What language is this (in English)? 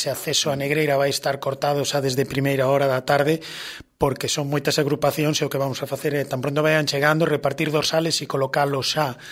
Galician